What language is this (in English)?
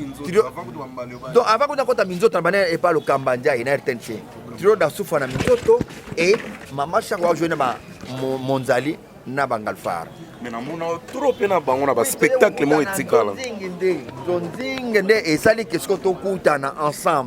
Lingala